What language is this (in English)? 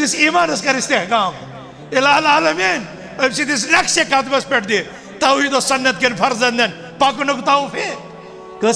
Kashmiri